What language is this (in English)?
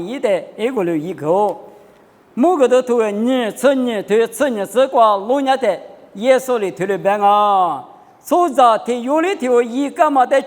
Lisu